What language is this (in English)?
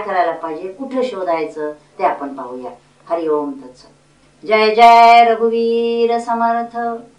Marathi